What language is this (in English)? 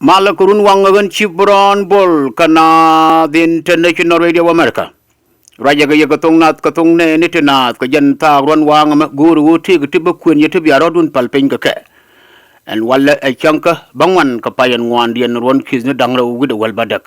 Nuer